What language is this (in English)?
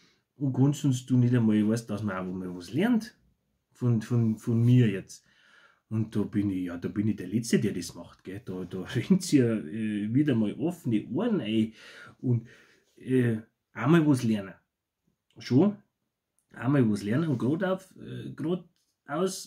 Bavarian